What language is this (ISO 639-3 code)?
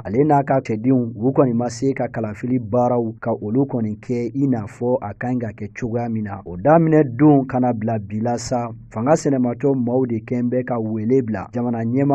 bam